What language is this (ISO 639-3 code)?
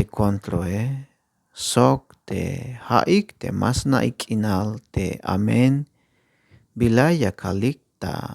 tzh